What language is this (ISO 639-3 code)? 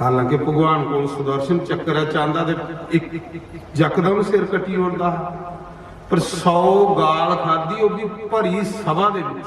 doi